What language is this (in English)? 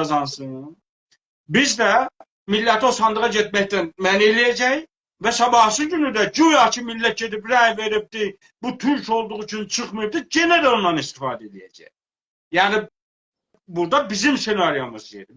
South Azerbaijani